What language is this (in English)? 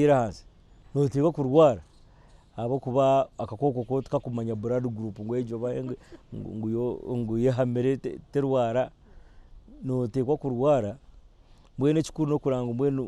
Nyankole